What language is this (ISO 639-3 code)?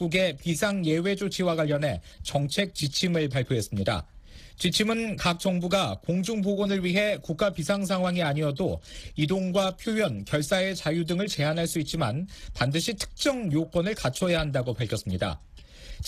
kor